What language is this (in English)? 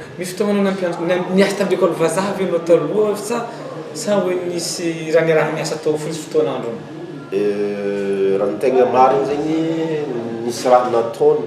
Malagasy